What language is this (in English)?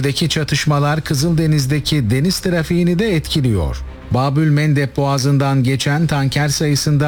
Turkish